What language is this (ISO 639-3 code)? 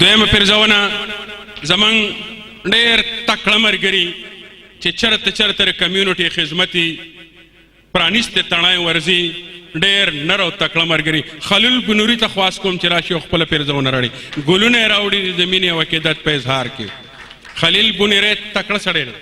pus